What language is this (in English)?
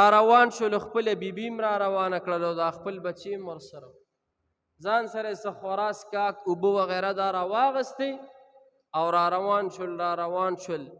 Pashto